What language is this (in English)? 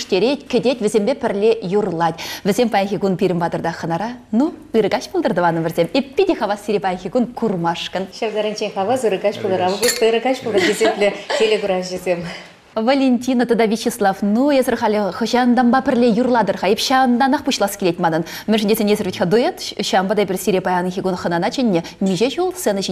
Chuvash